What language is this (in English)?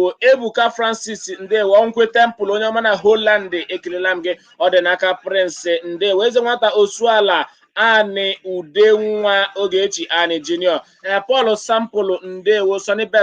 Igbo